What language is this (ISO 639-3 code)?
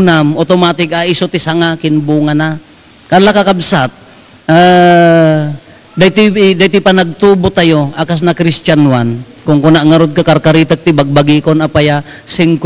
ilo